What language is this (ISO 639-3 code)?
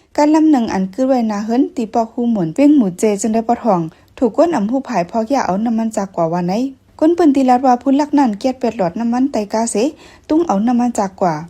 shn